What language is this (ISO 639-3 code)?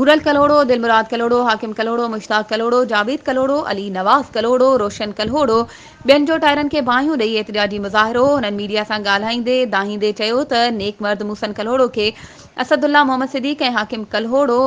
snd